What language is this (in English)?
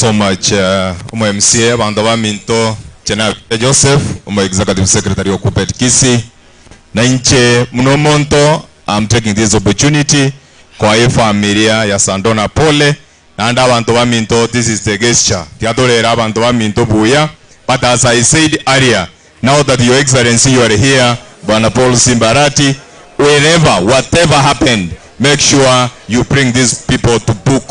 Gusii